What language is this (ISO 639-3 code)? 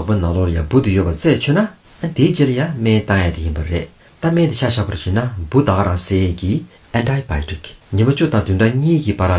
bod